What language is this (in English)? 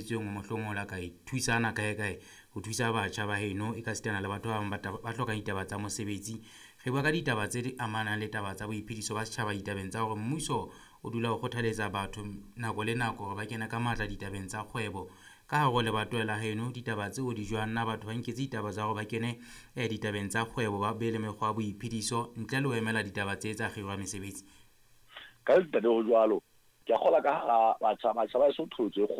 Southern Sotho